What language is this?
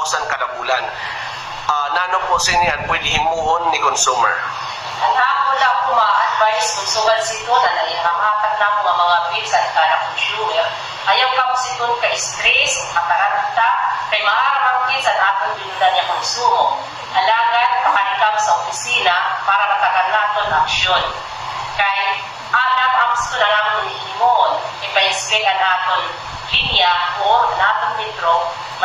Waray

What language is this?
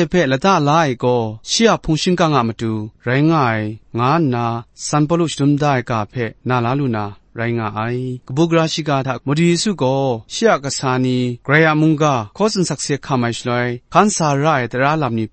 Kachin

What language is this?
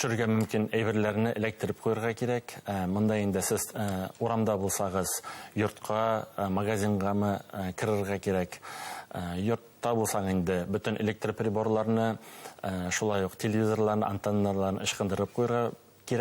Bashkir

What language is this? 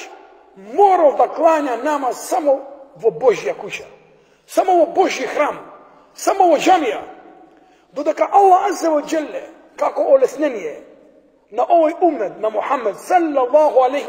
Macedonian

